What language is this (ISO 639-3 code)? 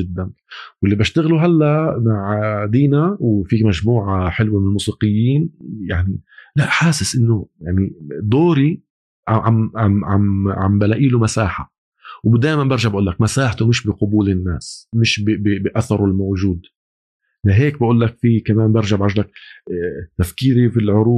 apc